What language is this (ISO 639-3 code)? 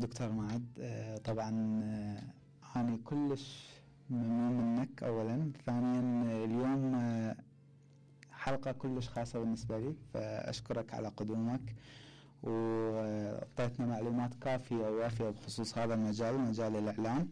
acm